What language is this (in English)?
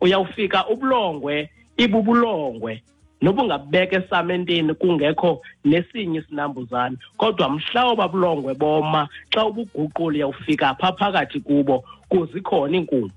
Xhosa